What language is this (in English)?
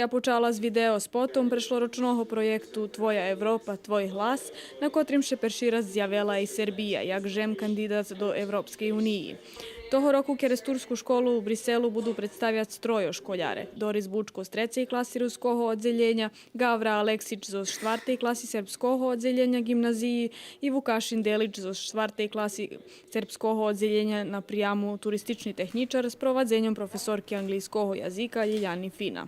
Rusyn